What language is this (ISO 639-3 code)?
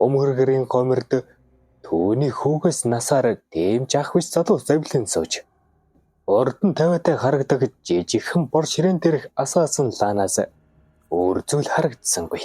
mon